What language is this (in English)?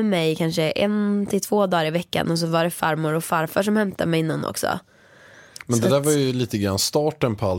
Swedish